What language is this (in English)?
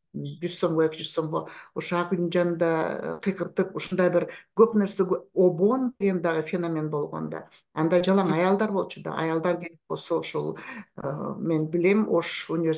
Kyrgyz